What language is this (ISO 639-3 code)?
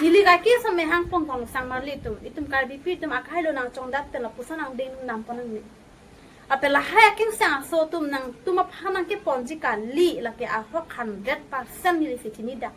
mjw